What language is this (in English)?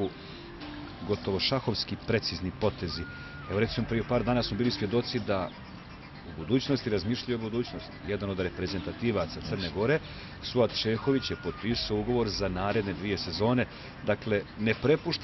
Serbian